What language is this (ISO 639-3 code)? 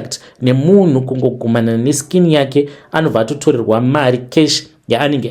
sna